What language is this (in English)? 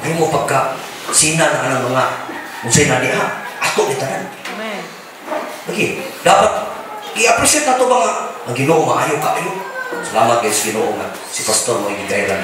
Cebuano